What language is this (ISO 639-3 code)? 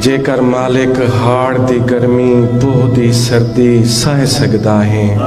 skr